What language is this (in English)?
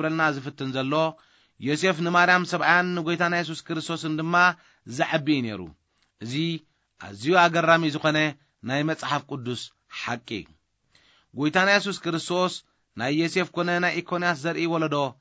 Tigrinya